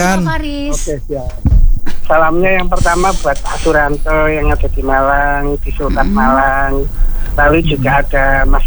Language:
Indonesian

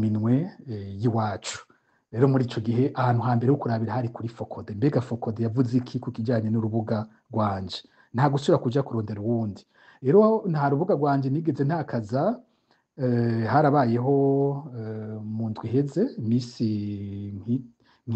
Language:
Rundi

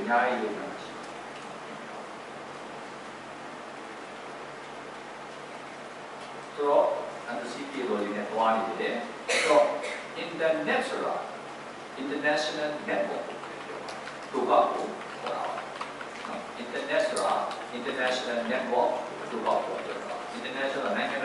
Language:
Burmese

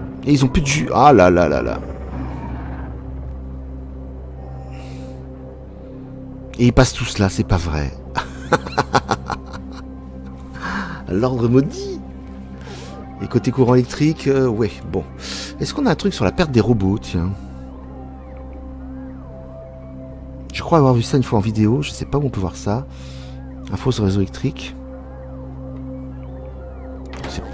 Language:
French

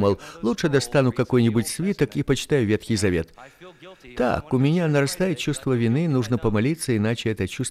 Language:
Russian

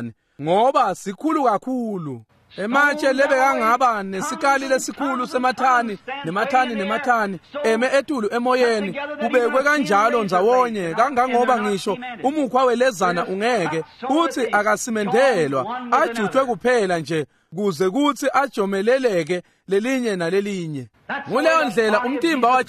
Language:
Swati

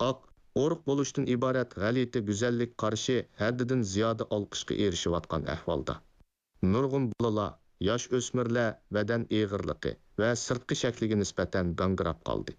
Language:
Uyghur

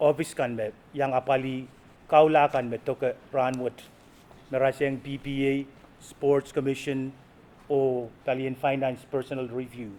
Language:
Pohnpeian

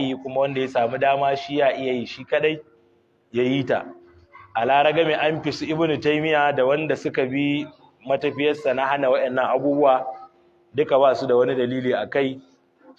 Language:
Hausa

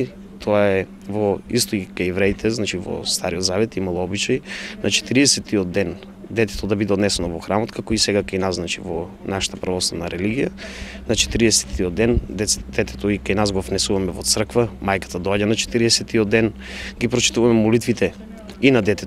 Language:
Macedonian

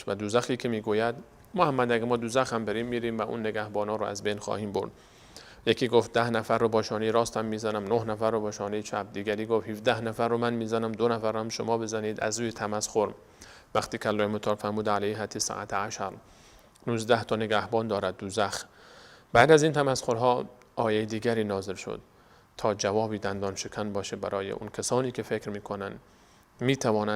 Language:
Persian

